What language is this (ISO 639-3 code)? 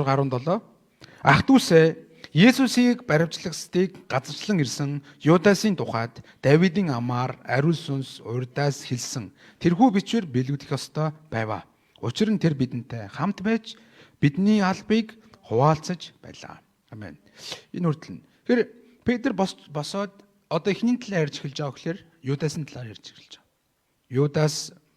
mon